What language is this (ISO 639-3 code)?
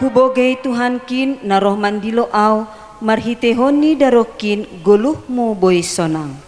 bts